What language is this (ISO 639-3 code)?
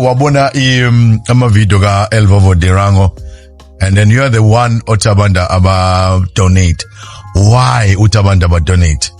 zul